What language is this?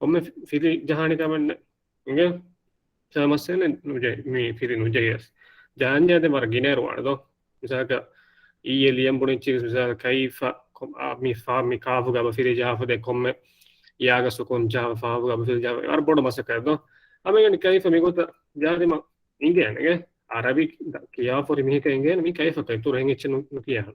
Divehi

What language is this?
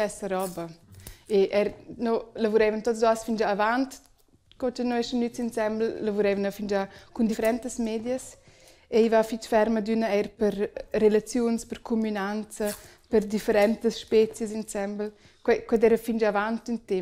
Romansh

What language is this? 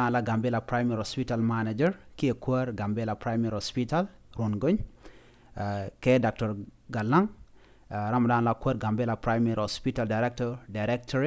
Nuer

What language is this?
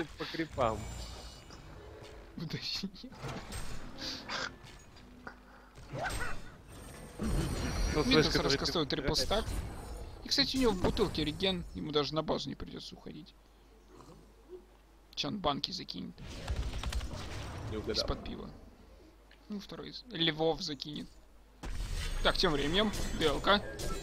Russian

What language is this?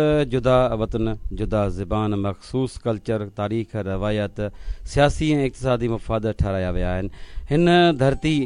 Sindhi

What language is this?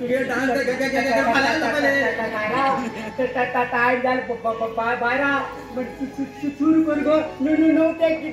Konkani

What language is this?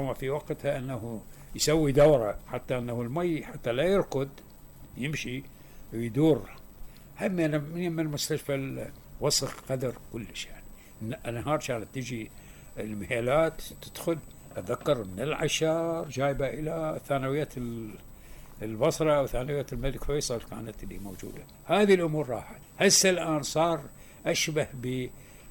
Mesopotamian Arabic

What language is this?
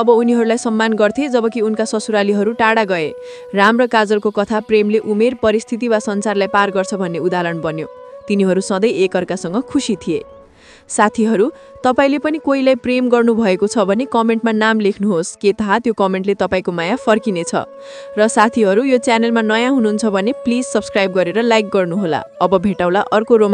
Nepali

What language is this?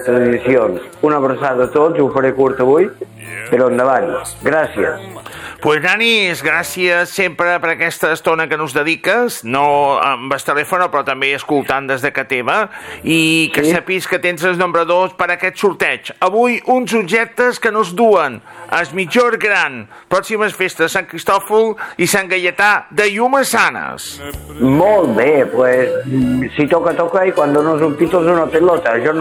Catalan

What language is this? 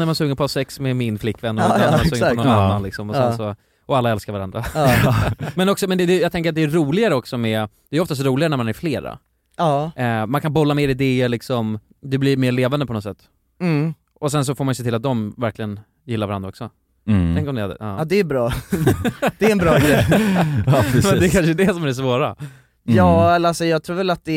Swedish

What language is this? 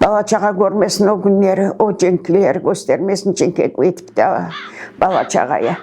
Crimean Tatar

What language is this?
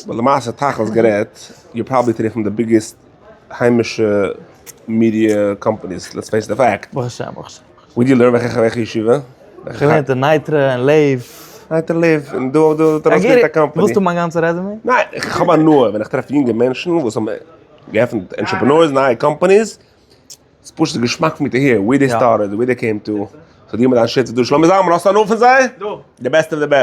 Yiddish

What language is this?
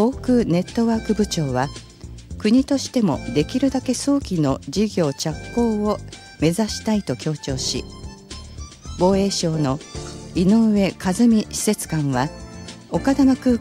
Japanese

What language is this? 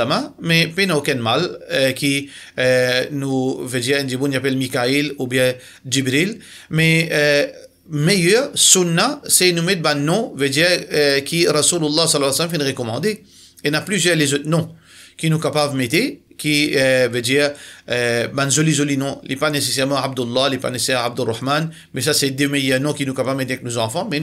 Morisyen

